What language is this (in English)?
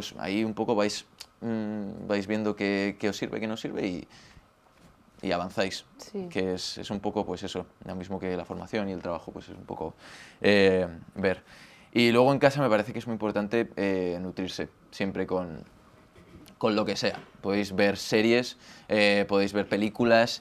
Spanish